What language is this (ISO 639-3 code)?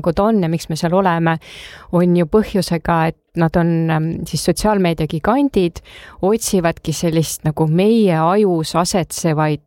est